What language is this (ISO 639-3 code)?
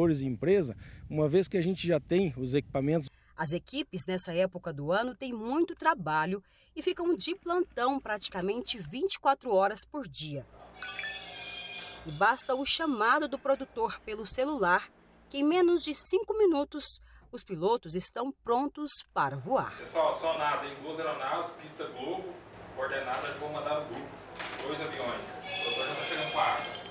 por